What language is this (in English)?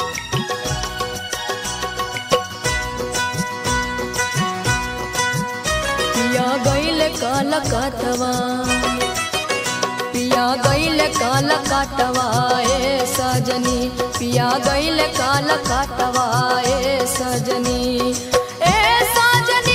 Bhojpuri